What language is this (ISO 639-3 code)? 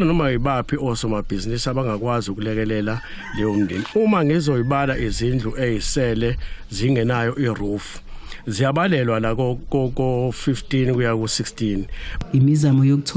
zul